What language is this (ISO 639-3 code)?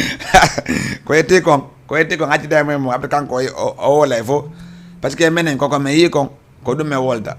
ful